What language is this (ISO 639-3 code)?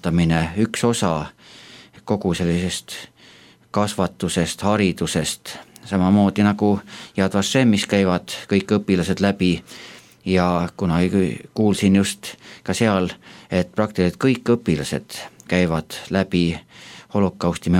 est